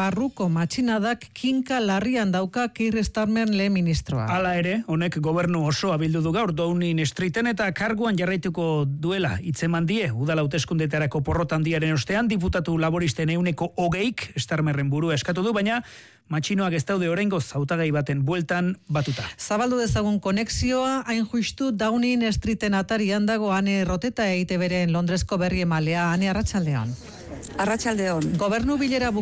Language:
Basque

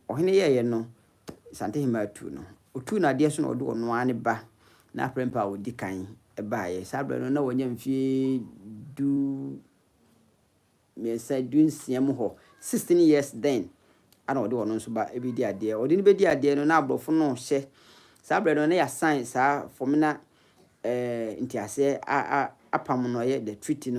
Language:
Akan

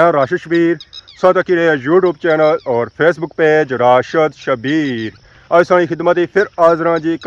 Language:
Pahari-Potwari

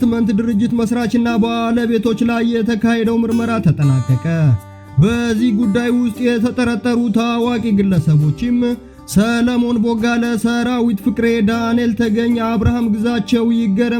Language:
Amharic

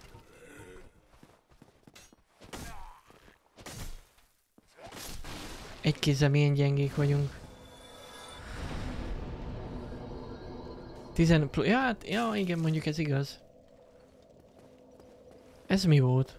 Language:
Hungarian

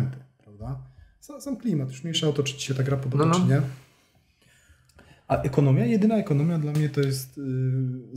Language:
Polish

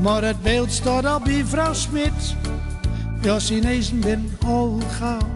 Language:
Gronings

